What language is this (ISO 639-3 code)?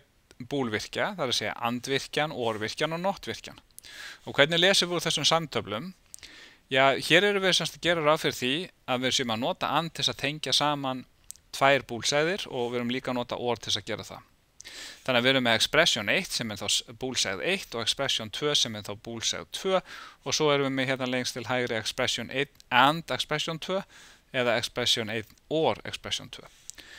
isl